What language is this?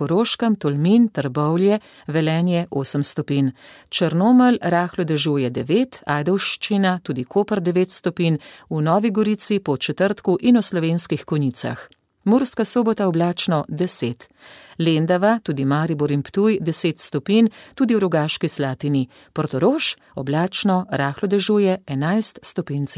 Slovenian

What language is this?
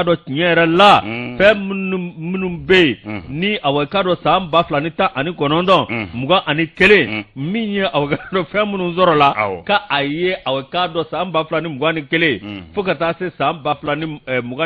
Bambara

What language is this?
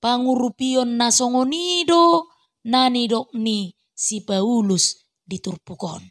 Batak Toba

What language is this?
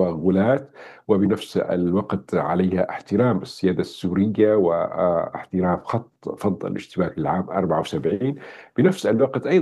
Arabic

